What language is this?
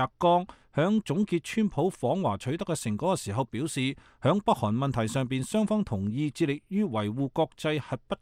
Cantonese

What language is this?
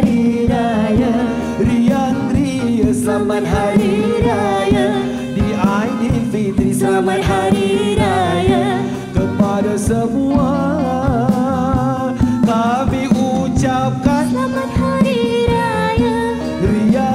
Malay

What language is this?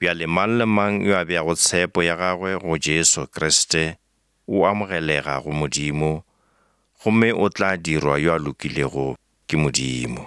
Northern Sotho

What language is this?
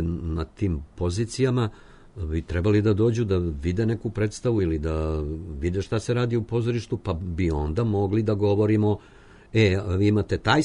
Serbian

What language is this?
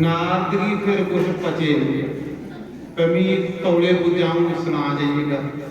Dogri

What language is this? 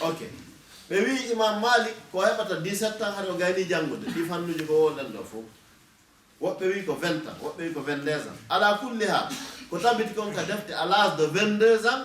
Fula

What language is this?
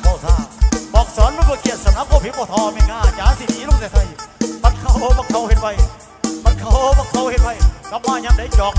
Northeastern Thai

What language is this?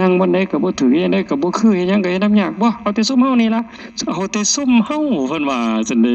Northeastern Thai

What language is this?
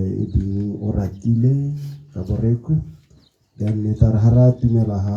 Tswana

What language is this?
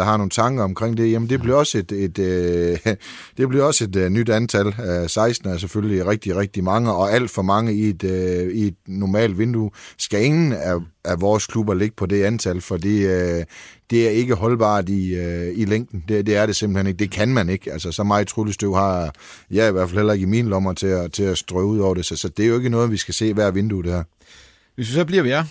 Danish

